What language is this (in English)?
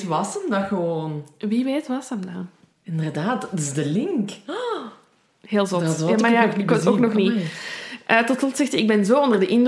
Dutch